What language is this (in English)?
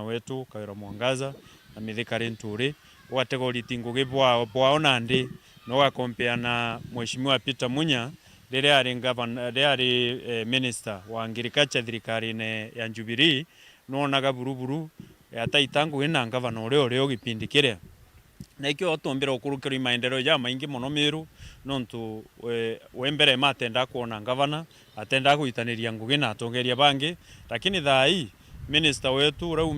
Meru